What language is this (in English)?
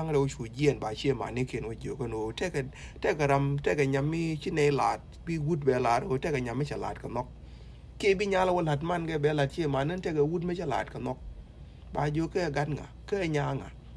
Nuer